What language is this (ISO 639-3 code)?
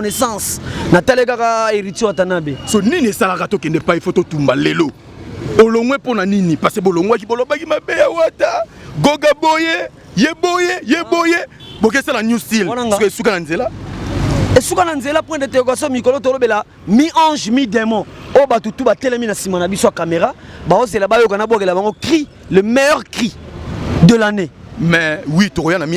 lin